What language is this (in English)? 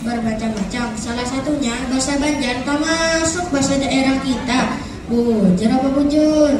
Banjar